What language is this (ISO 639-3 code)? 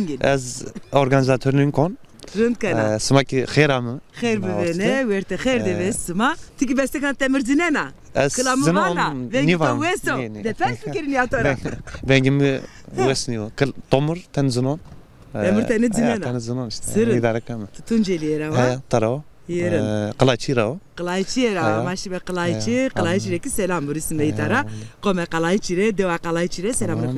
zza